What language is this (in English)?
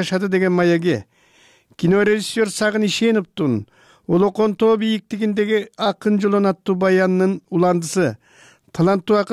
Kyrgyz